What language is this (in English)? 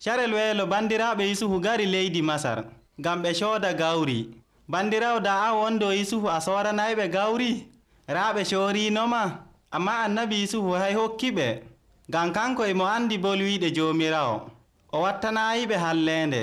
Nigerian Fulfulde